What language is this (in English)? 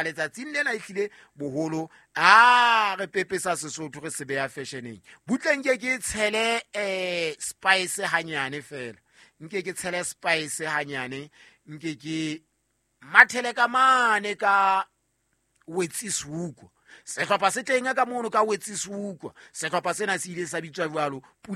Southern Sotho